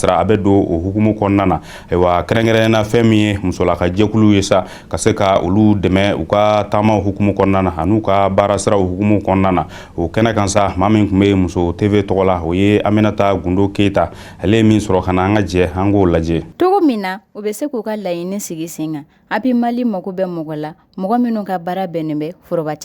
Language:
Bambara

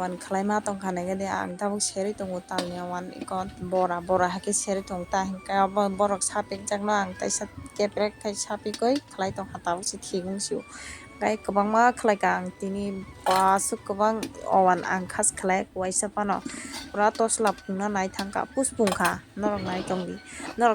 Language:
Kok Borok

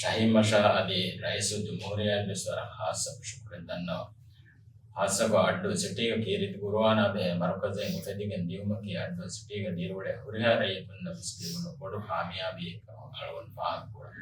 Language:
Divehi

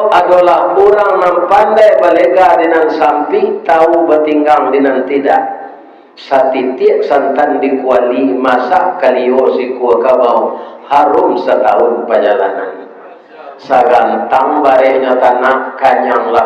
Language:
Minangkabau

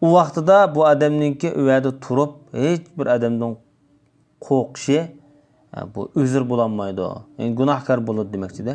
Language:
Uyghur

